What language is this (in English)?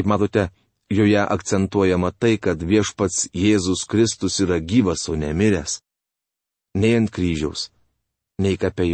Lithuanian